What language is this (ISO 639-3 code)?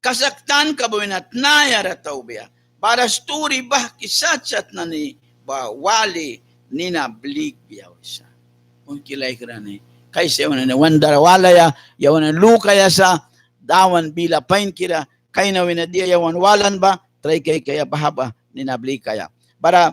miq